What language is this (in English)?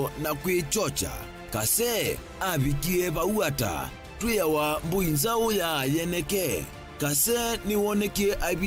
Kamba